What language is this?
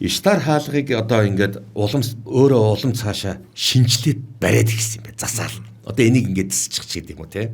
Mongolian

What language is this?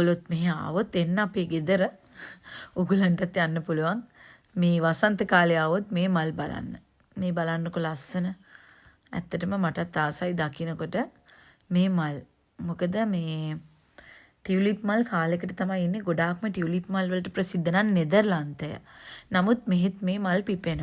Sinhala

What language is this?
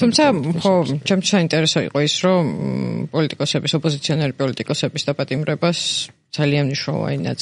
Georgian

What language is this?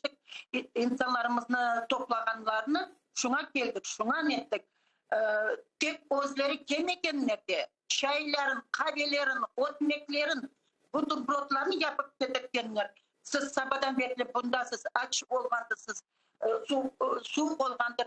Crimean Tatar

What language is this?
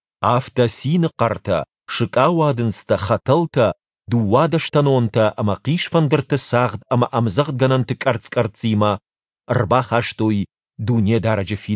Ossetic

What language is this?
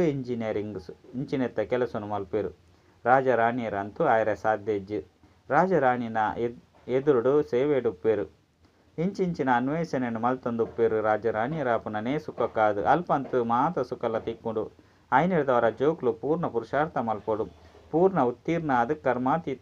Tulu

